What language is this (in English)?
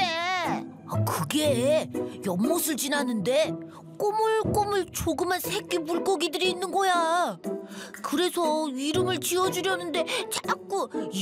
Korean